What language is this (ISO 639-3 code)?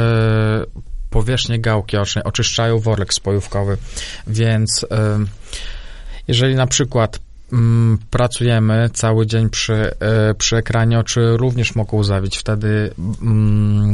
pol